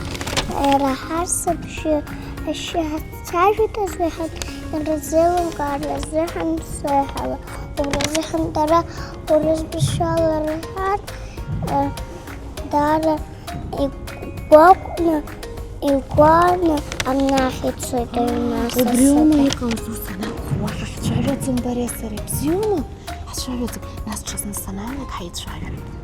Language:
Abkhazian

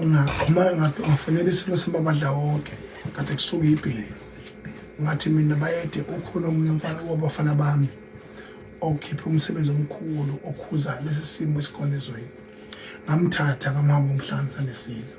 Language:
Zulu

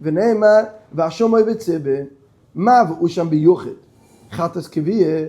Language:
Yiddish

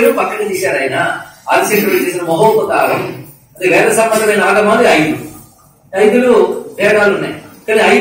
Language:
Telugu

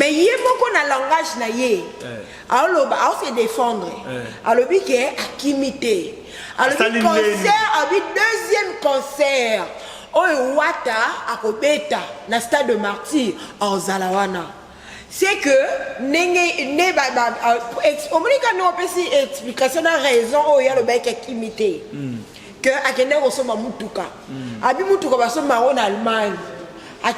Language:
Lingala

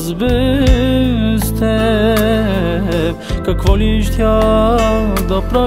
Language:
Bulgarian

